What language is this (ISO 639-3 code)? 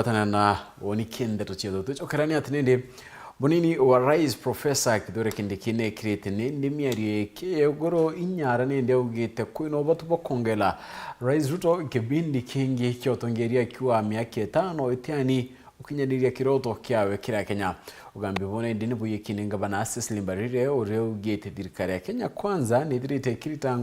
mer